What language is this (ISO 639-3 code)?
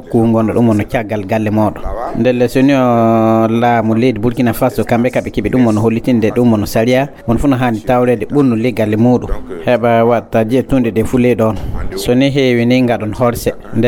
ful